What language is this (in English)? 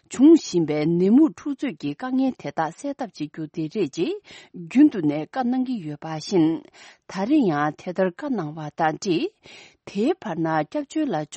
Tibetan